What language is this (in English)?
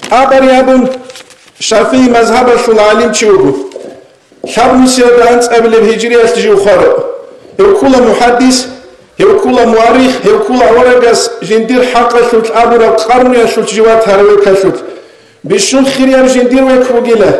Avaric